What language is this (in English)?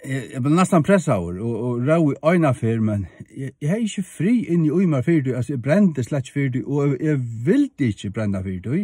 Faroese